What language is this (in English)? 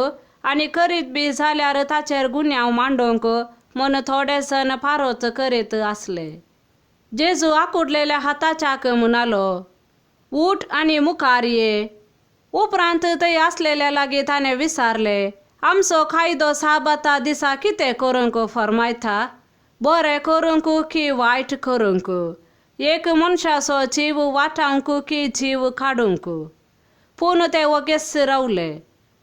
Konkani